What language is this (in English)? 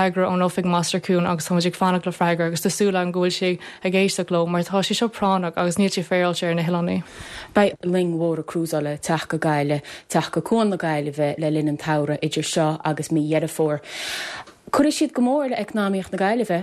Irish